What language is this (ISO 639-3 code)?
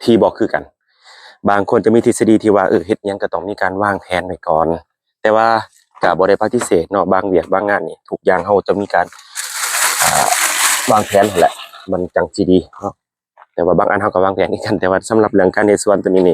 lao